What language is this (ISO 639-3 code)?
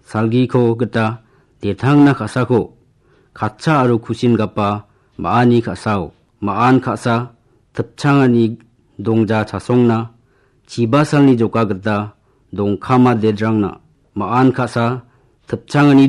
grt